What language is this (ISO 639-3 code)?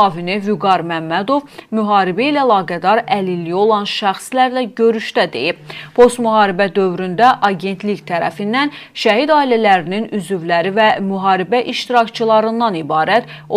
aze